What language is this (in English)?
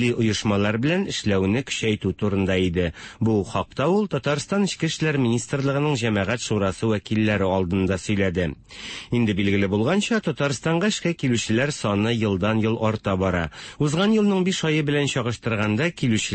Tatar